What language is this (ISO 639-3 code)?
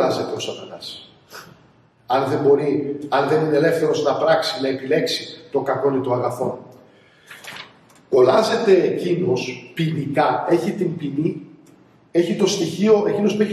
ell